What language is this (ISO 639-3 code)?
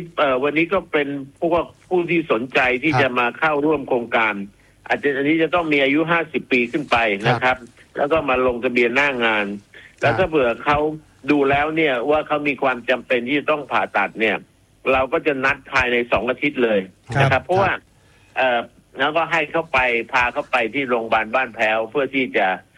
tha